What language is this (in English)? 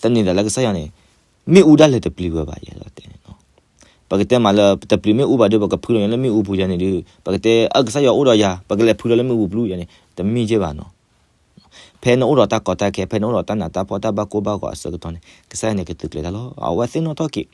S'gaw Karen